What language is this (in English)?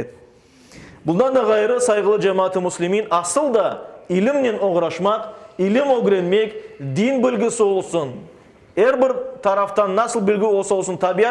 Crimean Tatar